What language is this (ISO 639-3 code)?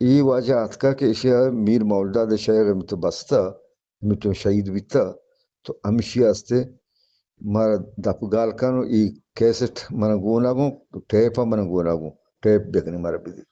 bgp